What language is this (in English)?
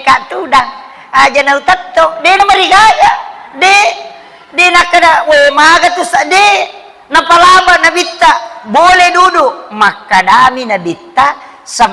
Buginese